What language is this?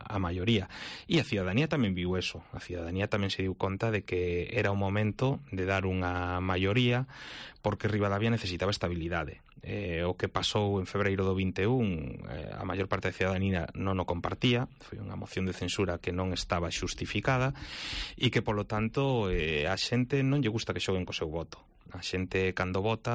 Galician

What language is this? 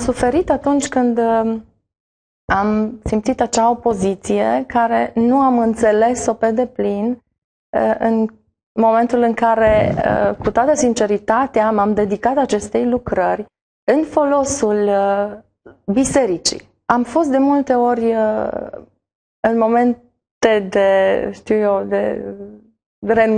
Romanian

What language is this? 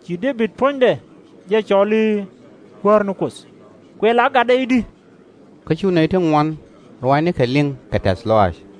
Nuer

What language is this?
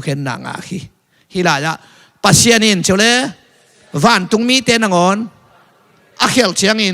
Tedim Chin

